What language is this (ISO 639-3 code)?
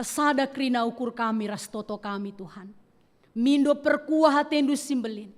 btx